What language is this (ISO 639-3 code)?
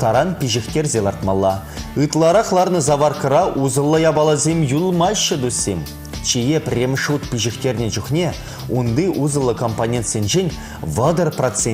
chv